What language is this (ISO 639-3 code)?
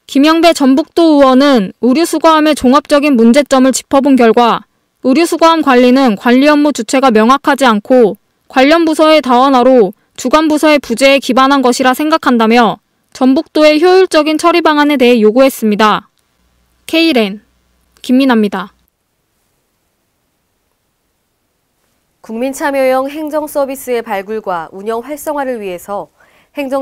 kor